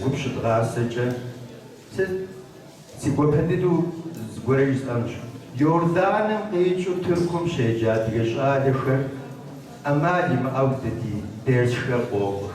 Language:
Kabardian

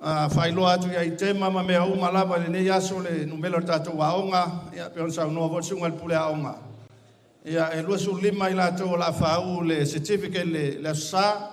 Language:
Samoan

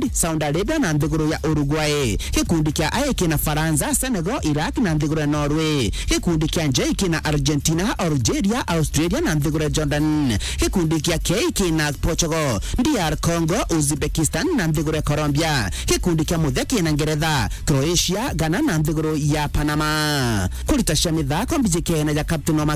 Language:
Meru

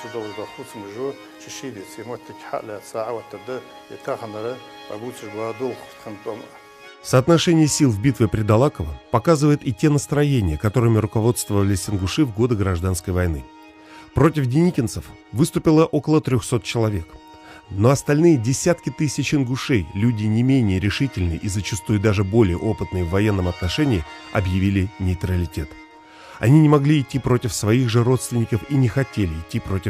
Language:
Ingush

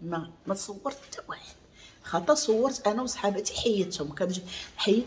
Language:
Moroccan Arabic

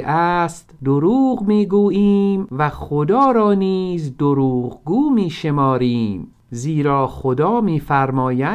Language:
Persian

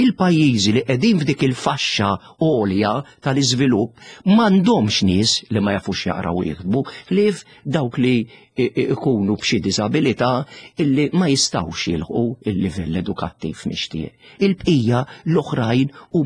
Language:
Maltese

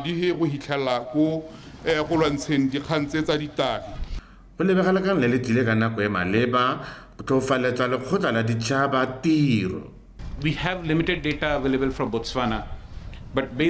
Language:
Tswana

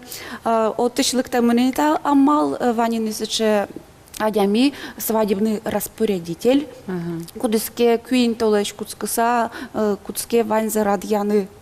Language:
Udmurt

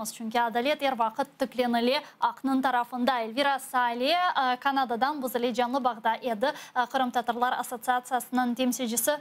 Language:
Crimean Tatar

